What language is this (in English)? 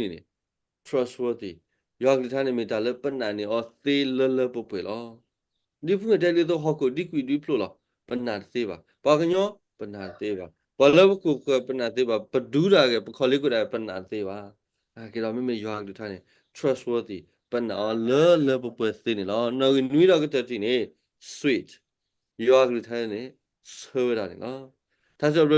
S'gaw Karen